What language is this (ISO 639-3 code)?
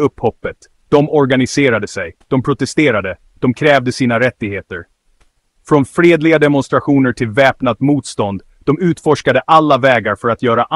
swe